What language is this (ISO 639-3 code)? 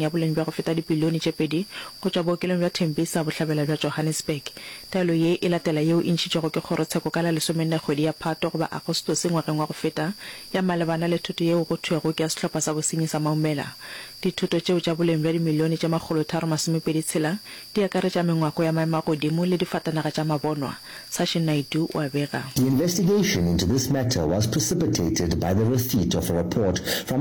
nso